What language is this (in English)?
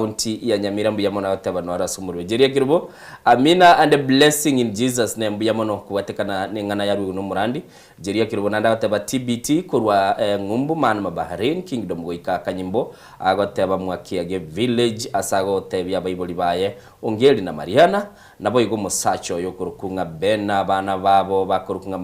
Gusii